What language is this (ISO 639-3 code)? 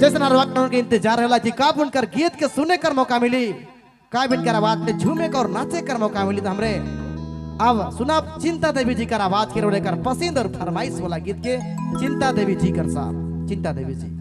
sck